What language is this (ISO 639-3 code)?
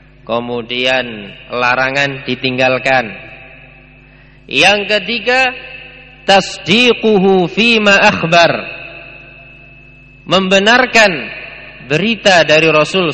ind